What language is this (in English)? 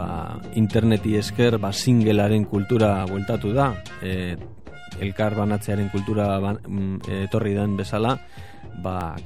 Basque